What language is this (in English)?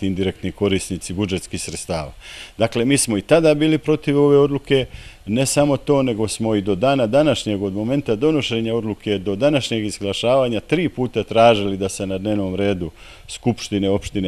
Serbian